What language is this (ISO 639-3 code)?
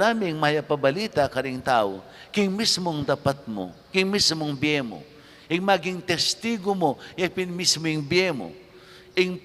pam